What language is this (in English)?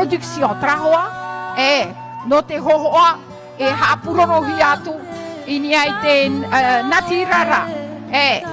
Tahitian